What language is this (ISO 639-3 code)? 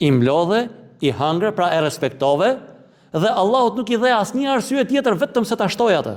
sqi